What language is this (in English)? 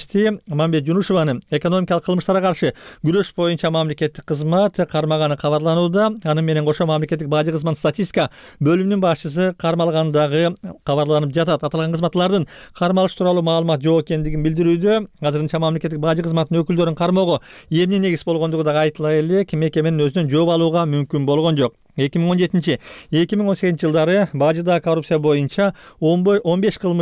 Kyrgyz